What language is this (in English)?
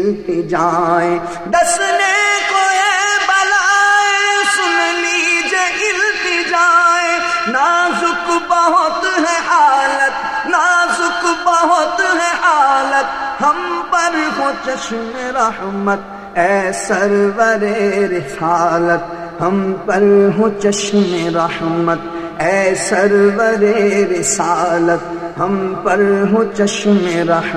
Urdu